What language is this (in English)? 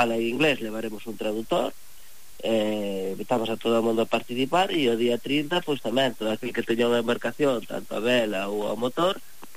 Galician